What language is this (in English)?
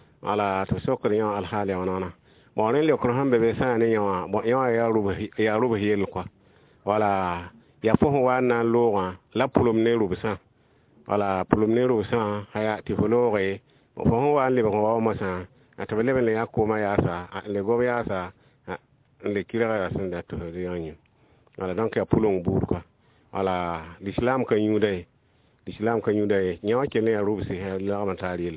Mossi